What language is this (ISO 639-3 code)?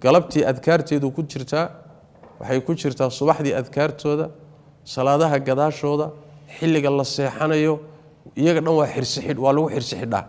som